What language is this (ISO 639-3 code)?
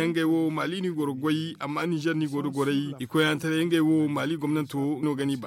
dje